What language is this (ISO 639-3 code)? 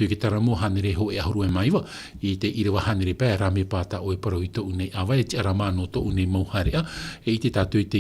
tah